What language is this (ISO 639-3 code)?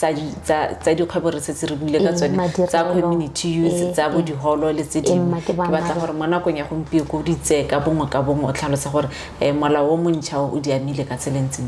tsn